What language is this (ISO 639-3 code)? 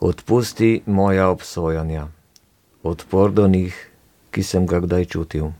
slv